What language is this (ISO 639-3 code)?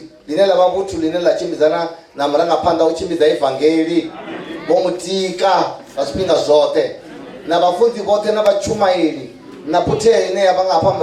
ven